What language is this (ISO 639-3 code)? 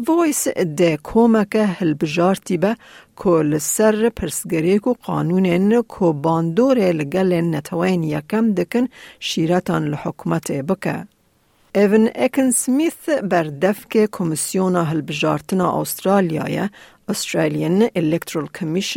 kur